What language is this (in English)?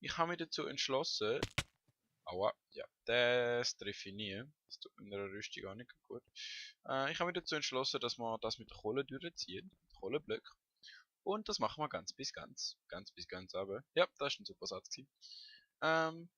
Swiss German